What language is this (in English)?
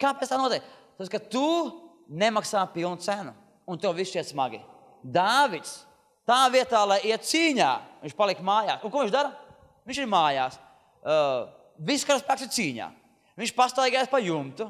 Latvian